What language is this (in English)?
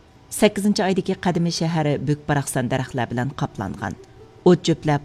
Uyghur